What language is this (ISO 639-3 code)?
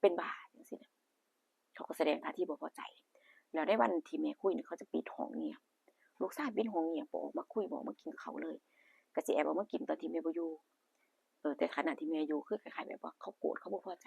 tts